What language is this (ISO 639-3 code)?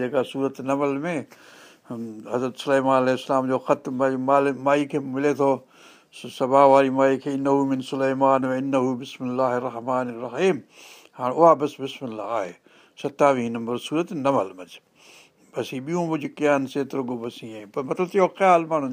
snd